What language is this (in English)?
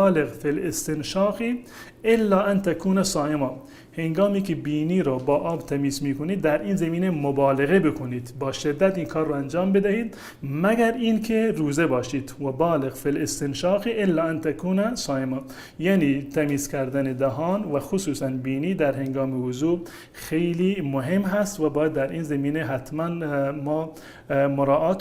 Persian